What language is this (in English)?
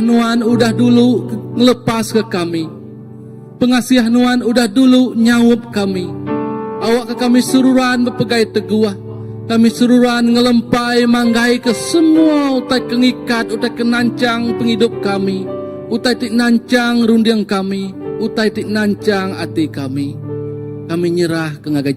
Iban